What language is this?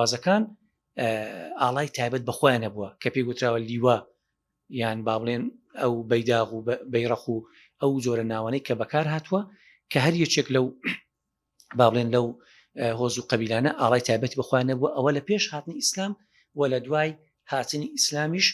Central Kurdish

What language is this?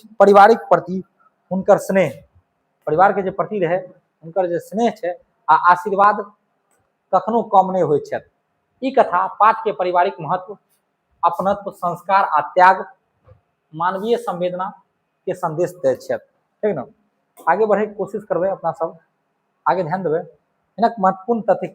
Maithili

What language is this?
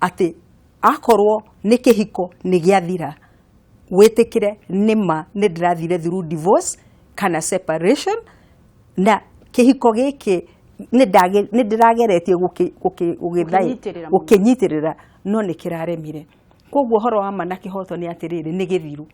Kikuyu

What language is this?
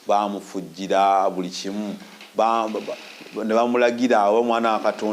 Ganda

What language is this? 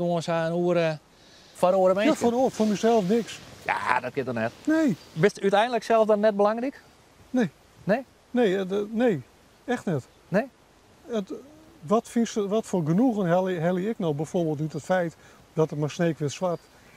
Western Frisian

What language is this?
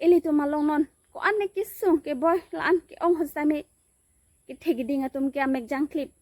Karbi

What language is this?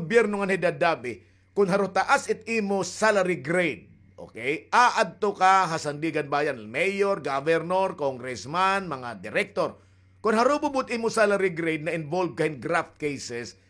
Waray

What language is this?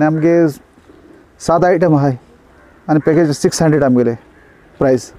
Konkani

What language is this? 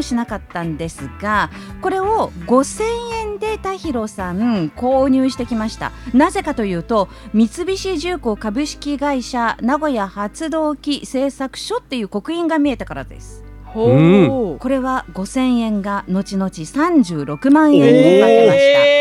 Japanese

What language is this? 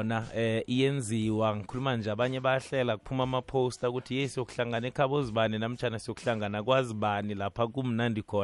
South Ndebele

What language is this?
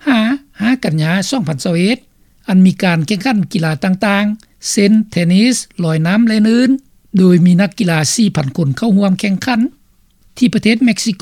Lao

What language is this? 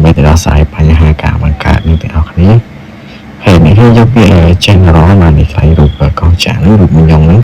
Khmer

